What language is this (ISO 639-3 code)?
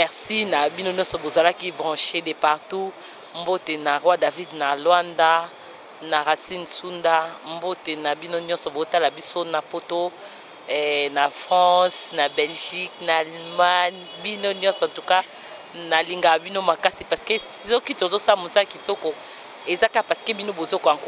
lin